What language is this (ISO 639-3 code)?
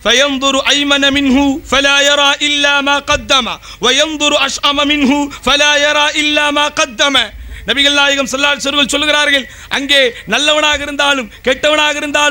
tam